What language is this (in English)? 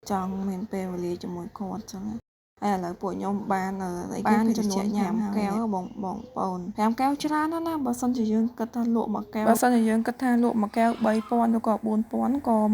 Khmer